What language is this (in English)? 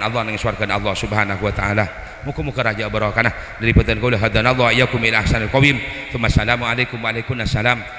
Madurese